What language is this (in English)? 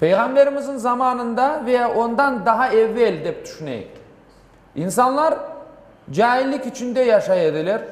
Crimean Tatar